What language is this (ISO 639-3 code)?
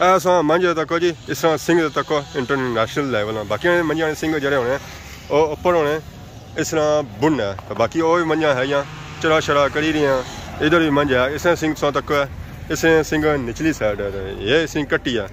phr